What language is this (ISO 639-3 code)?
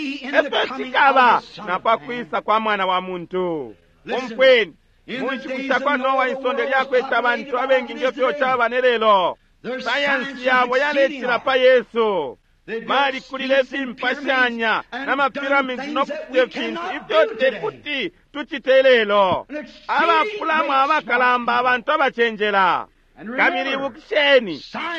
bem